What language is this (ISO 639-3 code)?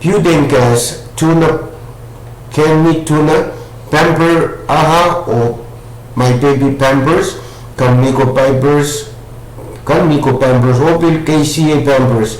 pon